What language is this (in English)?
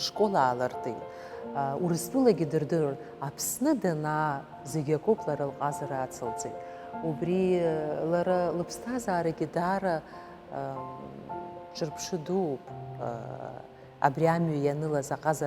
Abkhazian